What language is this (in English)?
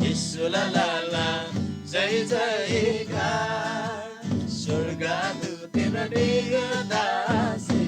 Eastern Tamang